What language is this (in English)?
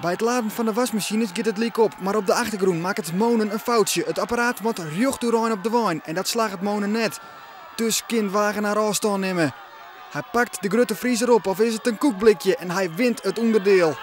Western Frisian